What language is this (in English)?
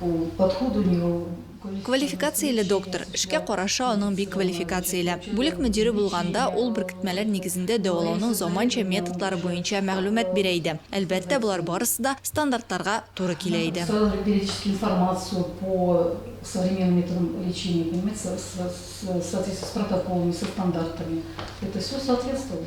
Tatar